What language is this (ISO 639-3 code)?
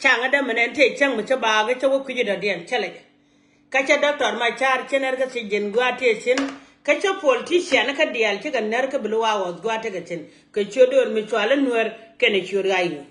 nus